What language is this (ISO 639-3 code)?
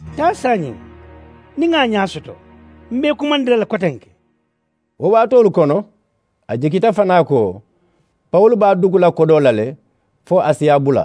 man